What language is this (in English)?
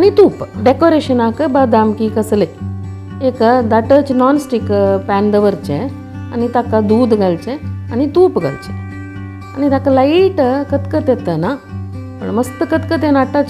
Konkani